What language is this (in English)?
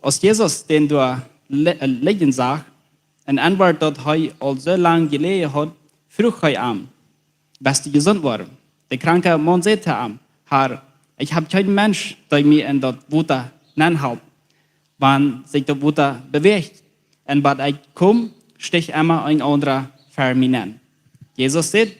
Plautdietsch